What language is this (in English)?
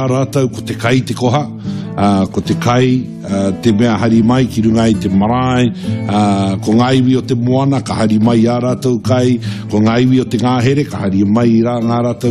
Māori